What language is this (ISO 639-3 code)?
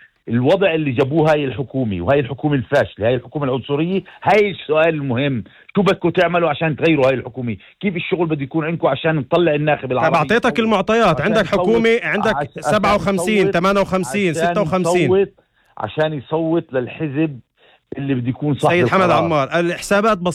apc